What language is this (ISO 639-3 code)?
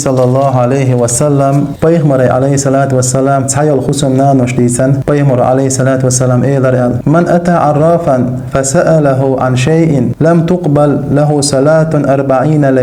che